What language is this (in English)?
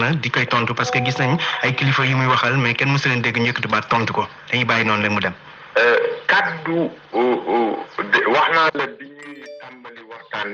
Wolof